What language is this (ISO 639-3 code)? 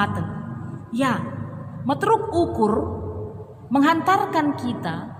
btx